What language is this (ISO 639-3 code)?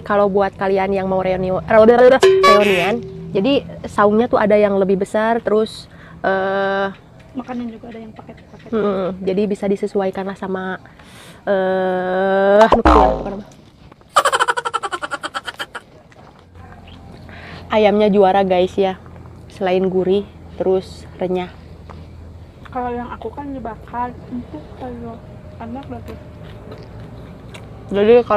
ind